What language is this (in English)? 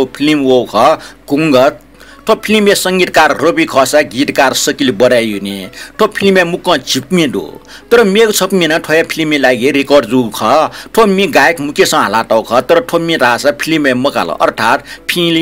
Newari